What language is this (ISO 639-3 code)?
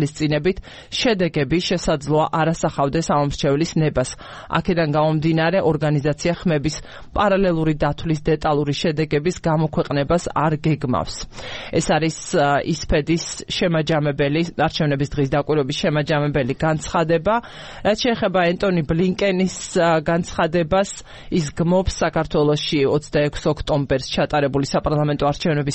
kat